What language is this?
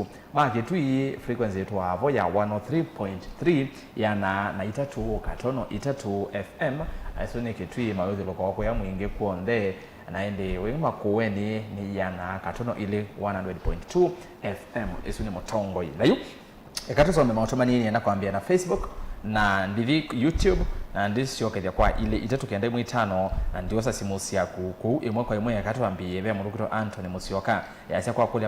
Kamba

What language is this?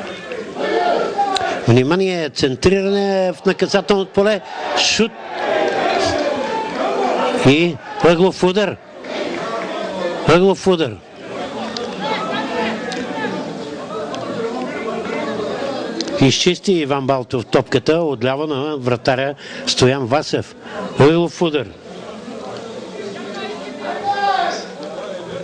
Bulgarian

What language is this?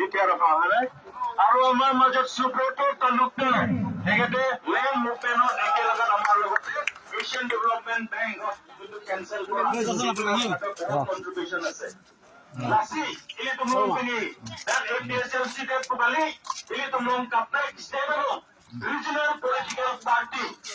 Karbi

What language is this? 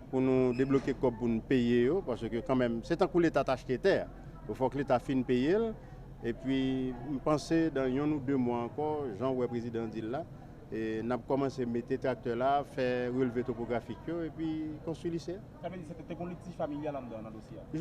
Haitian Creole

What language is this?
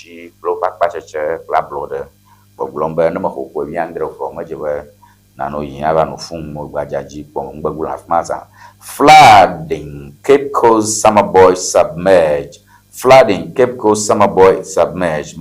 Ewe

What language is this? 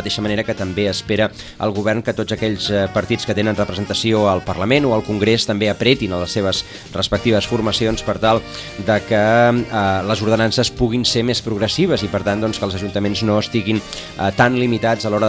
Catalan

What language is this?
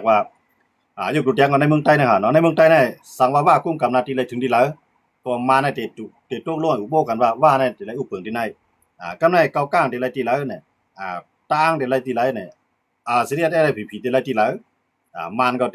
Shan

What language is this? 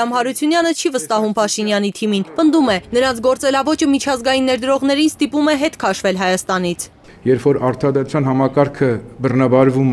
Armenian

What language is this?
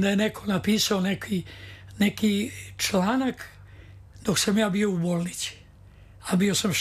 Serbian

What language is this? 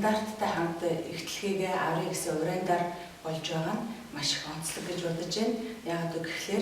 Mongolian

